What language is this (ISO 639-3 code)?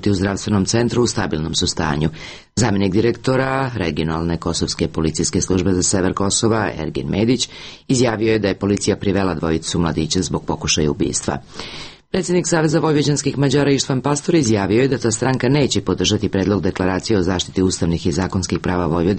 srp